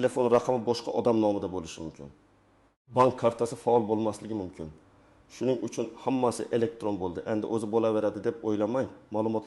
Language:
Uzbek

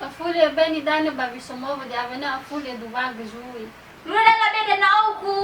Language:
Nias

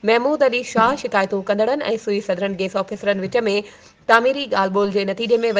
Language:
Sindhi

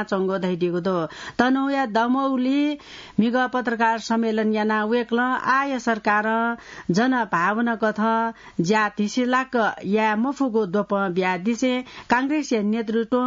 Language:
Newari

